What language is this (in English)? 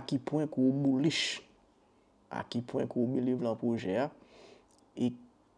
Haitian Creole